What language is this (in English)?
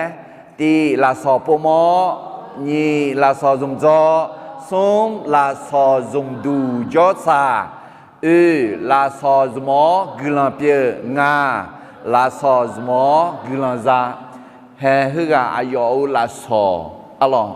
Akha